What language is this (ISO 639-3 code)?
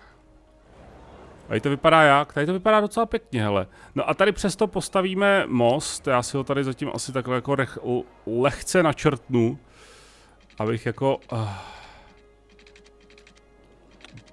ces